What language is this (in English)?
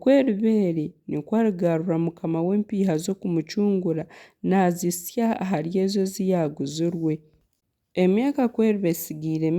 Nyankole